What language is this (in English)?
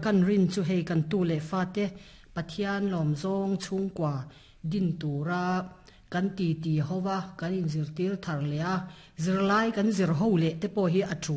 Mizo